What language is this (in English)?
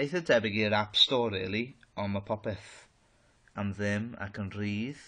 Welsh